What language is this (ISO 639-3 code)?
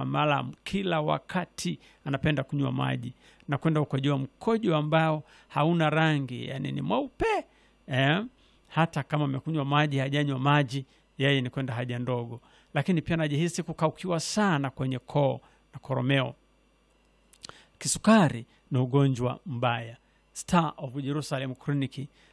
swa